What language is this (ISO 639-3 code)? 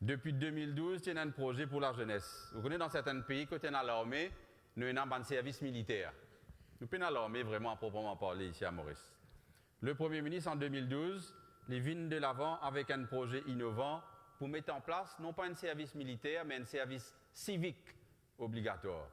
mfe